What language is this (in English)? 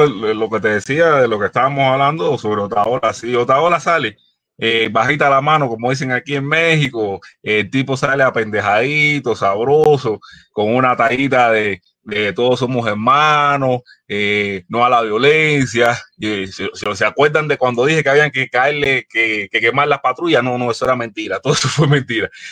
Spanish